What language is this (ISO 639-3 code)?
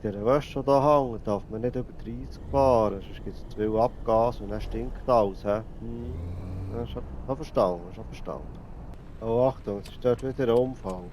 gsw